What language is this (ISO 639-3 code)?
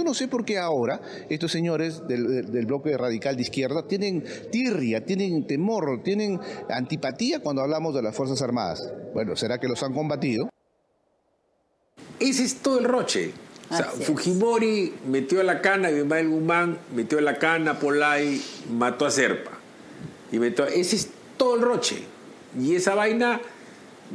spa